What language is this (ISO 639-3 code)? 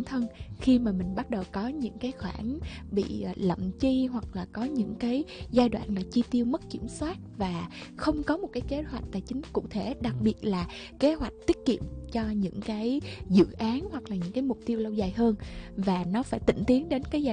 vie